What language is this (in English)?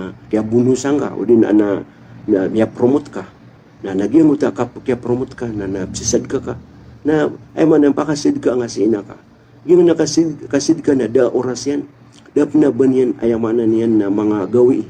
Maranao